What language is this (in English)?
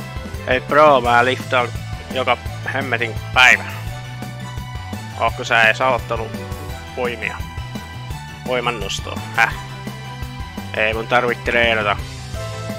Finnish